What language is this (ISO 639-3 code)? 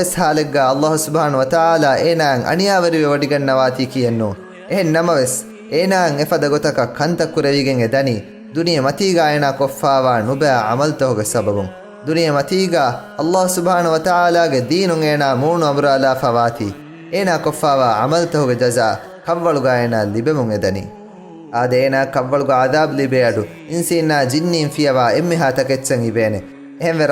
div